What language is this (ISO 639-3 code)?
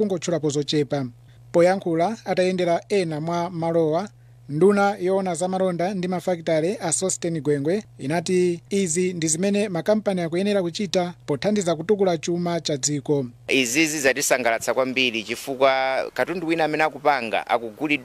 nya